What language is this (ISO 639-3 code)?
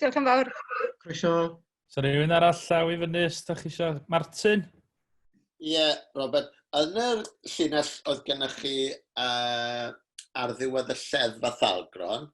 cym